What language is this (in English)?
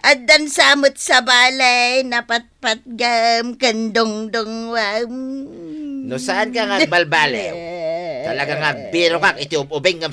Iloko